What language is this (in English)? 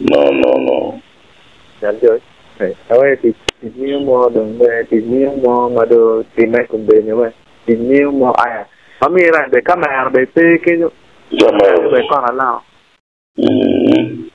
Acoli